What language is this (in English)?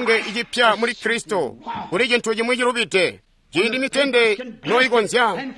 Tonga (Zambia)